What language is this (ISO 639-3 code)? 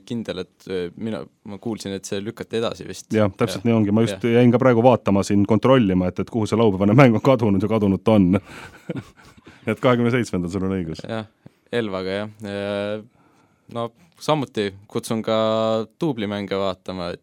est